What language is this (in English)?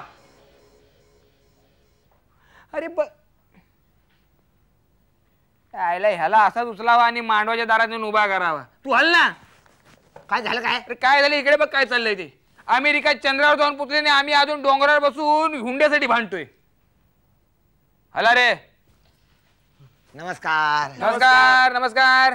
Marathi